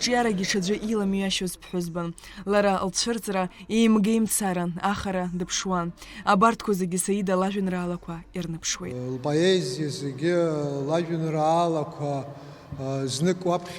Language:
Abkhazian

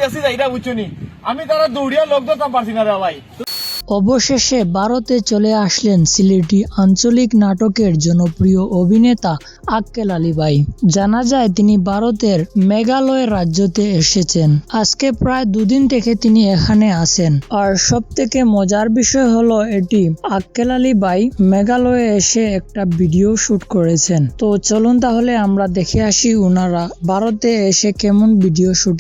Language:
Sylheti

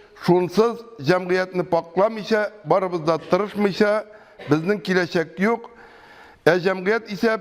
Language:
Tatar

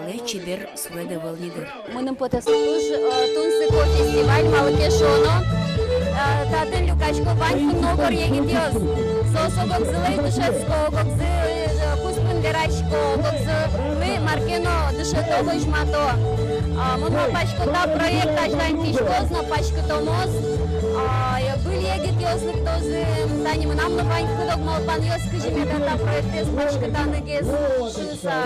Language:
Udmurt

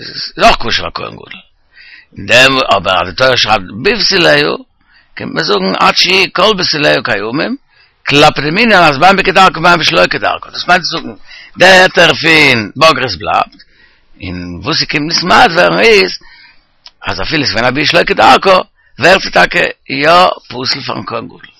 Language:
Yiddish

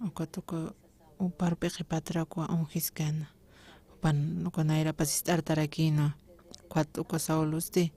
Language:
Aymara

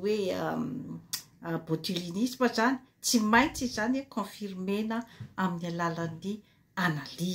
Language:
Malagasy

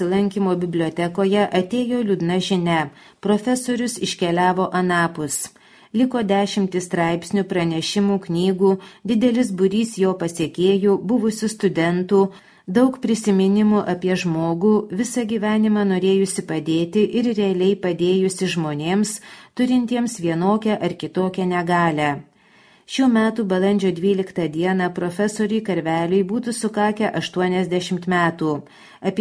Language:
Lithuanian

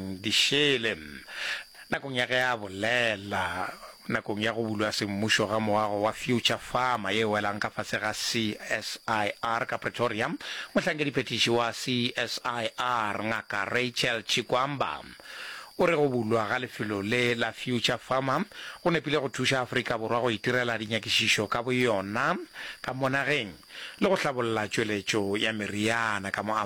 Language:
Northern Sotho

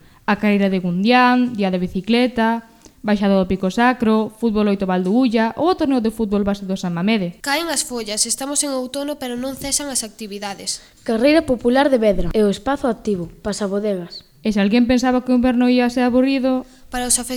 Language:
Galician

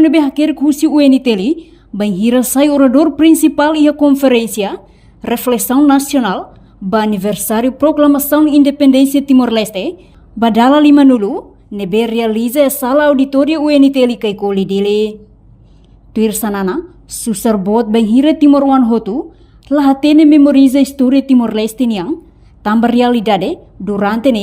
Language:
Tetum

